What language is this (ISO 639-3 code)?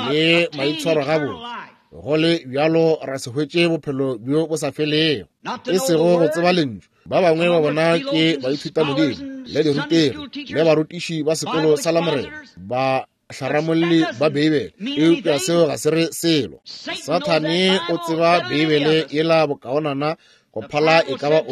nso